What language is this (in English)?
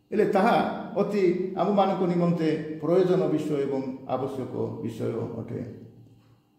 Odia